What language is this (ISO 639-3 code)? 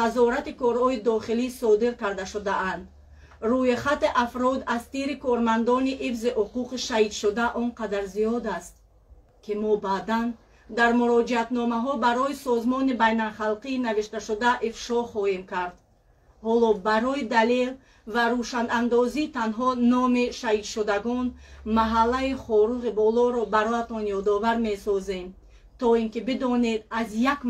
tgk